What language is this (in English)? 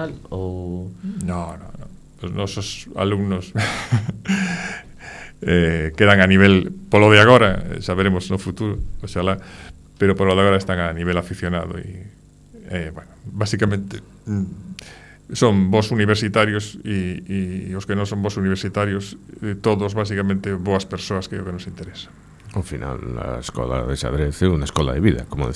Galician